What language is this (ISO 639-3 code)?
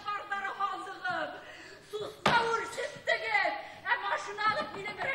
bak